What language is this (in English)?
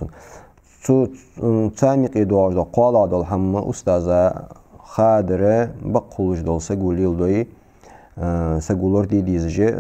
Ingush